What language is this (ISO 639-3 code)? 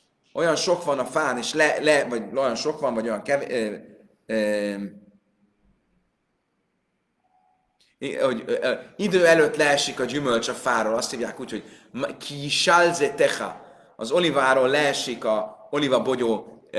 hun